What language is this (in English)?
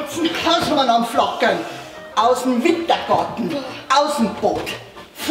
Bavarian